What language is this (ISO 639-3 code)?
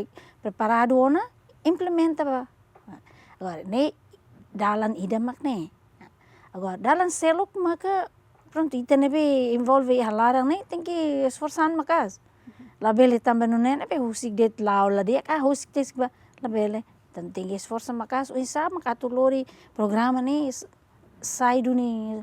tet